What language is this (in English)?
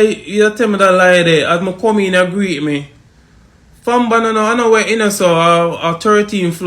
Jamaican Creole English